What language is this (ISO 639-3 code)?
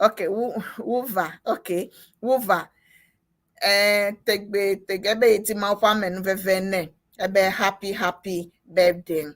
ewe